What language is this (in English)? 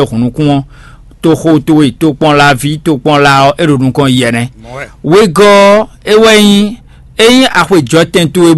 Fon